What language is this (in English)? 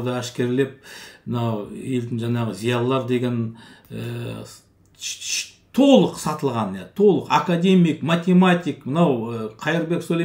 Kazakh